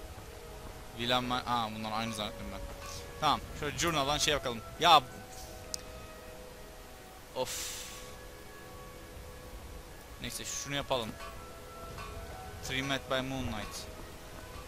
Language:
Turkish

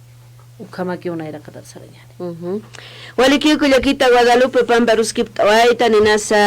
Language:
Aymara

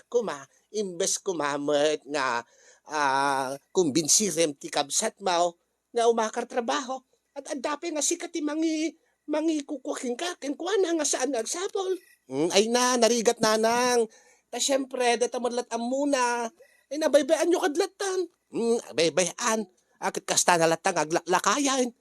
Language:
Iloko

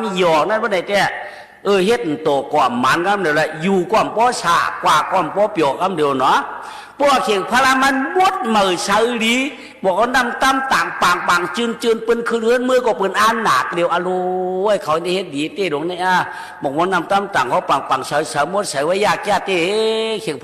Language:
Shan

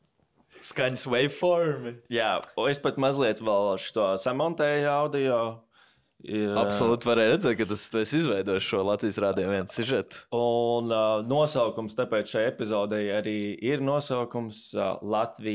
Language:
Latvian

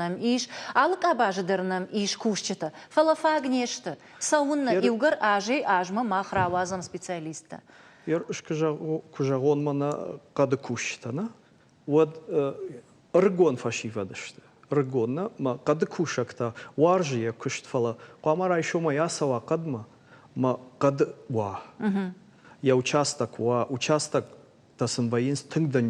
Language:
Ossetic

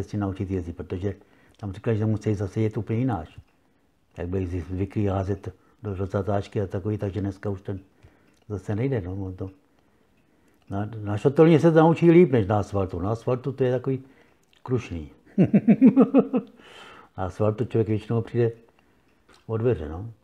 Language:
Czech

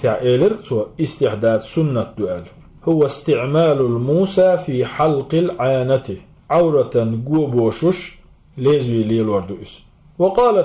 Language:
Chechen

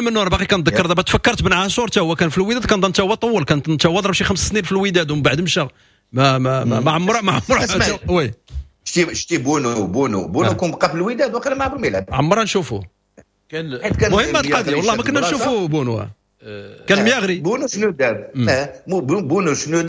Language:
Moroccan Arabic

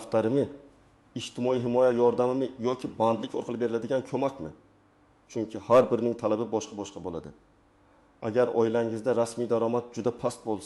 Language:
Uzbek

